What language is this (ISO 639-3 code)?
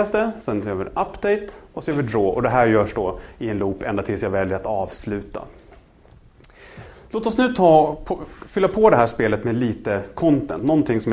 swe